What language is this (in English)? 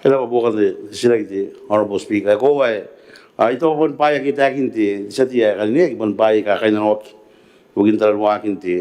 Gilbertese